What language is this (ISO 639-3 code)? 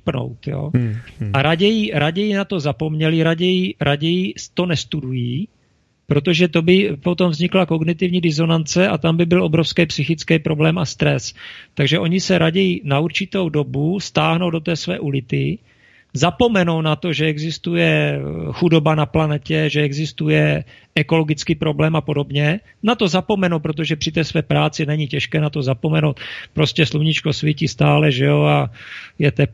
ces